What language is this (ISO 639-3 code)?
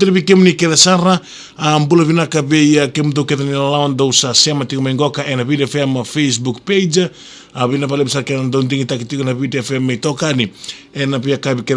fij